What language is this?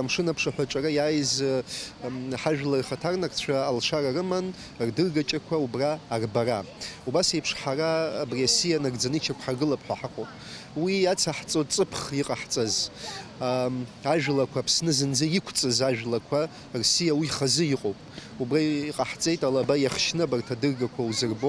Abkhazian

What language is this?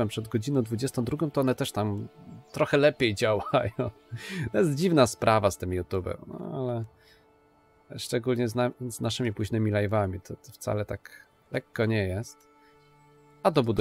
Polish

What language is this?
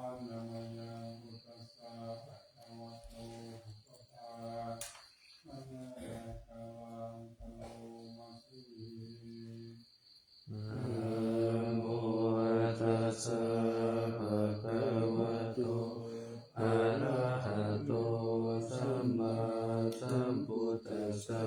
Pali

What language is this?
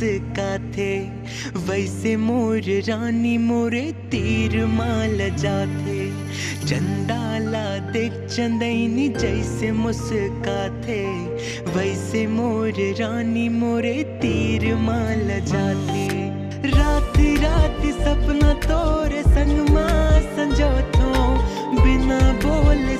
Chhattisgarhi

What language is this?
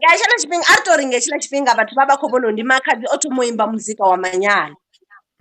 Venda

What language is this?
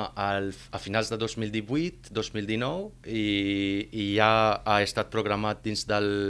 Catalan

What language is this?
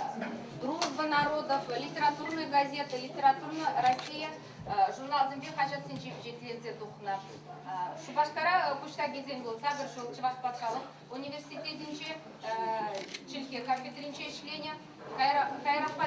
Chuvash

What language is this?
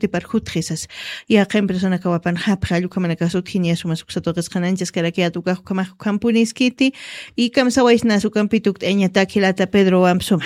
Aymara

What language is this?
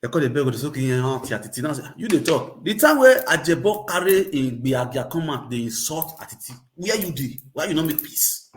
Nigerian Pidgin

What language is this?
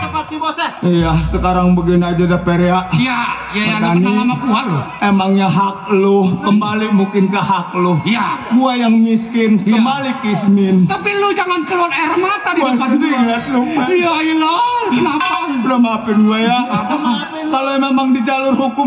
Betawi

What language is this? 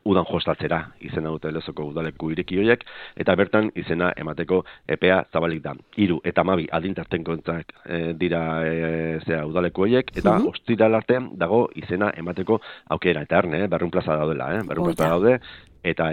Basque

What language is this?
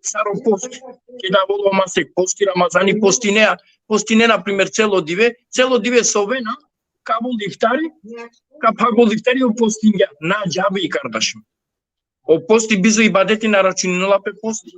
Balkan Romani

